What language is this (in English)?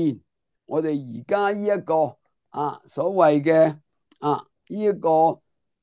Cantonese